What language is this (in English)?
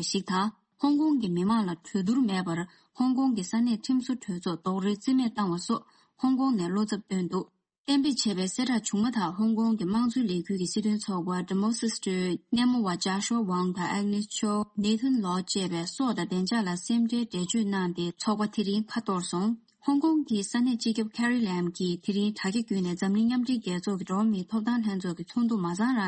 Tibetan